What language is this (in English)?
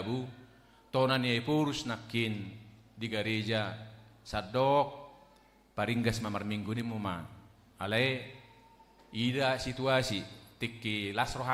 Batak Toba